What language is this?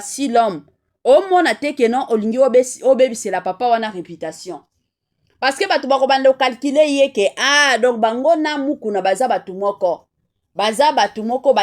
Lingala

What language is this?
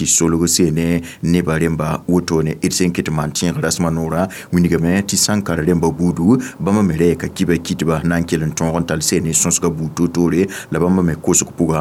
Mossi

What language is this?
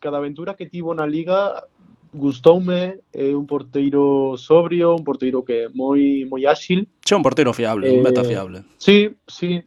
Galician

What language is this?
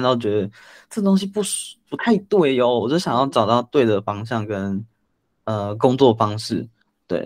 Chinese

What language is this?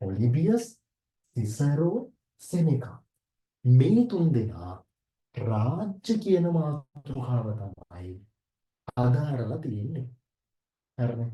Sinhala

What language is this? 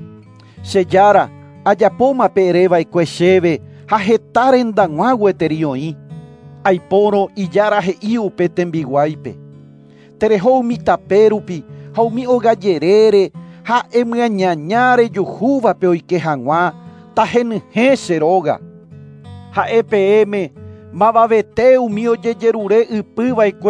Guarani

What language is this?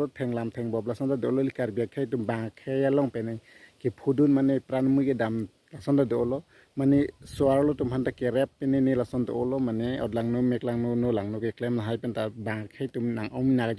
Karbi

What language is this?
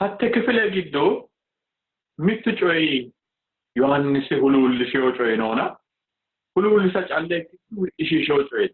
Sidamo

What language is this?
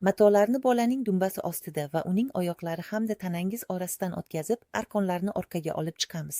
Uzbek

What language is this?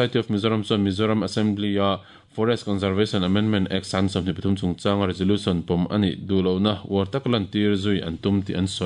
Mizo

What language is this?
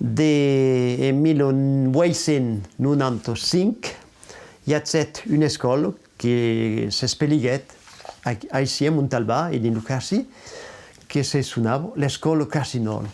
Occitan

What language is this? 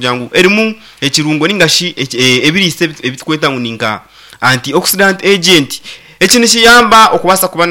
Nyankole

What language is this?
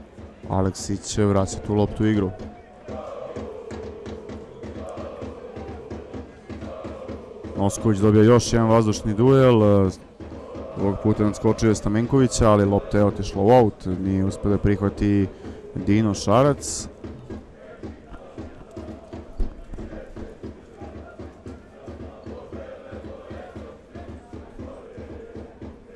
Serbian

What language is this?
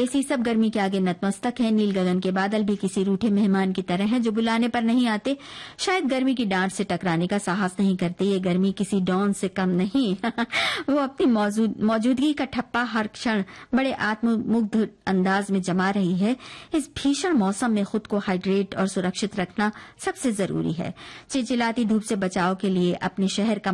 Hindi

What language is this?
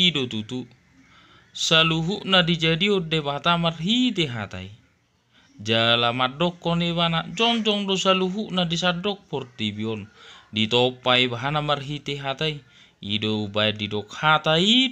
Batak Toba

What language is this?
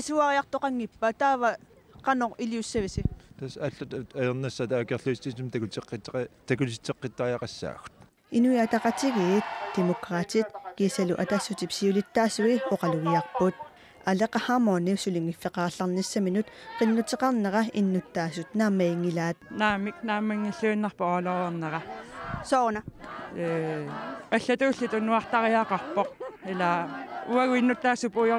Kalaallisut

